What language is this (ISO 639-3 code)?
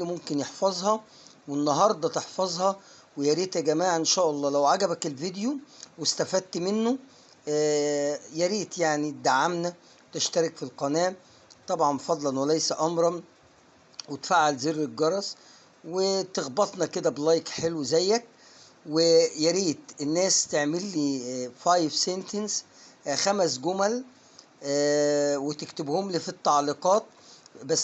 arz